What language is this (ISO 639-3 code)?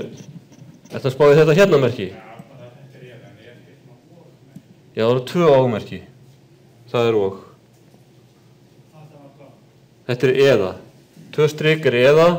isl